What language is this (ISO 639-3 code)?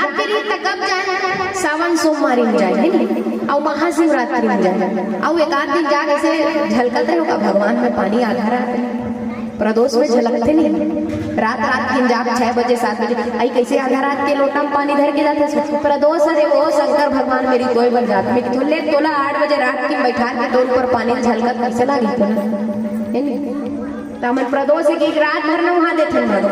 hne